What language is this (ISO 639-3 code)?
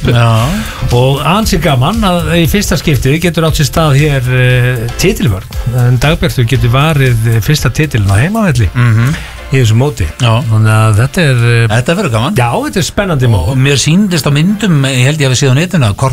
isl